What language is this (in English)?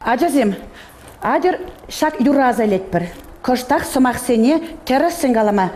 Chuvash